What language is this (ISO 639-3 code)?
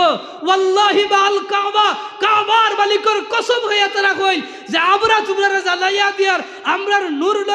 syl